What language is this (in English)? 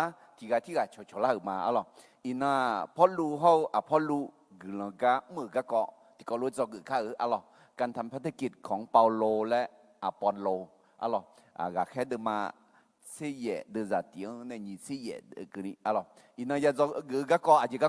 Akha